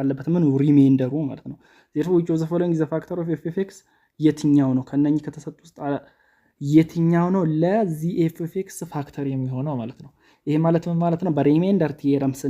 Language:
Amharic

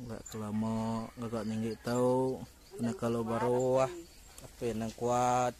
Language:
Iban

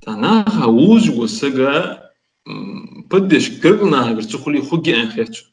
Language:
Ingush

